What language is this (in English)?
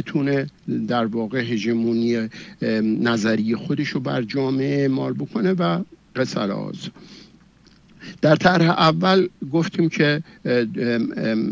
Persian